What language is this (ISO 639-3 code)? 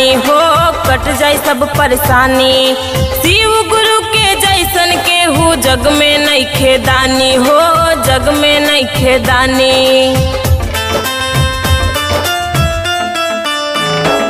bho